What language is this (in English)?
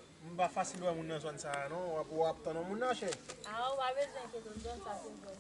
Haitian Creole